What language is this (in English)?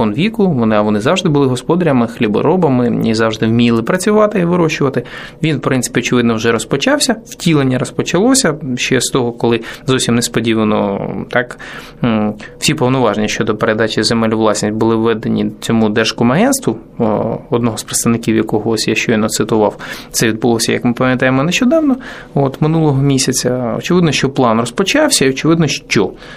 Ukrainian